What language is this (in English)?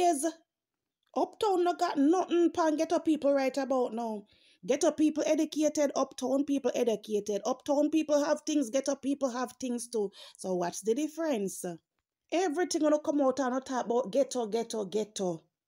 Jamaican Creole English